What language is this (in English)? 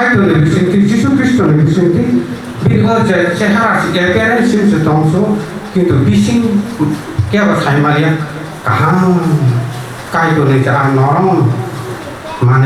Kok Borok